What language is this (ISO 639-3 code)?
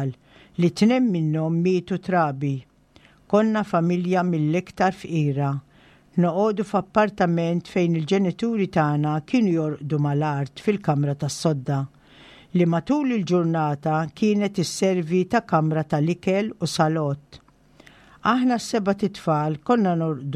mlt